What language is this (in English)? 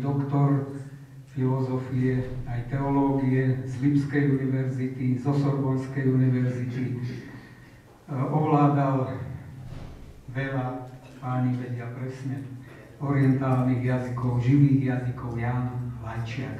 Slovak